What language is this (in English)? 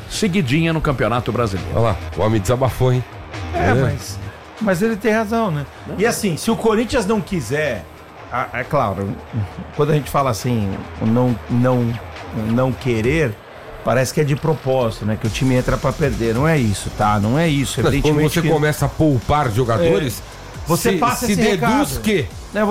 Portuguese